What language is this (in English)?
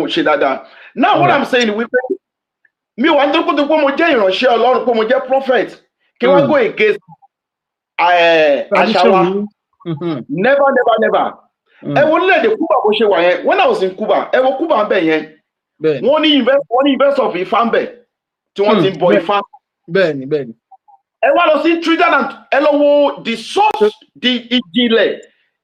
Yoruba